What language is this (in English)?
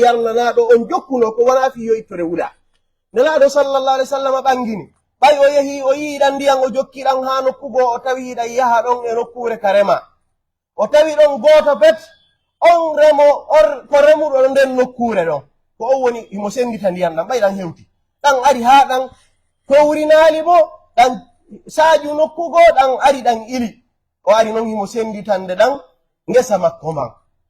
Pular